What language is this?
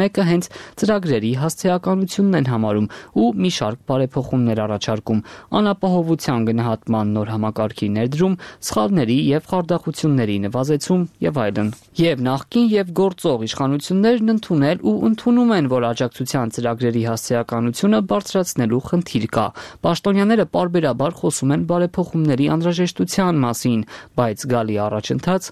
Armenian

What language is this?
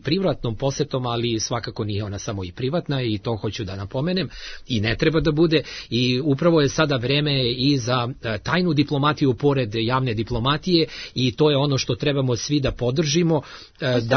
Serbian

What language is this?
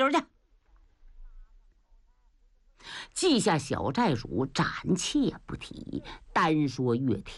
Chinese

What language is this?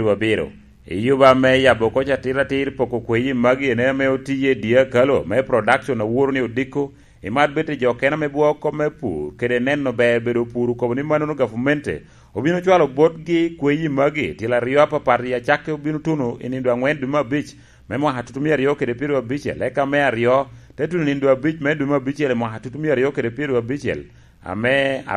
Lango (Uganda)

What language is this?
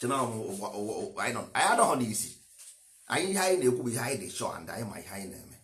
Igbo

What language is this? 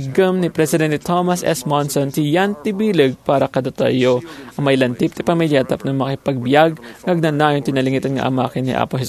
Iloko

